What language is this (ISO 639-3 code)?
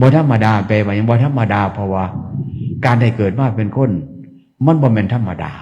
tts